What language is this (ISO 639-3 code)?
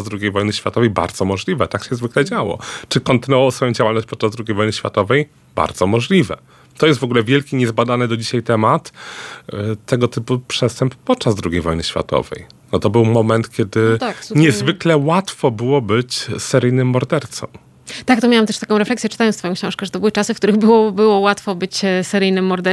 pol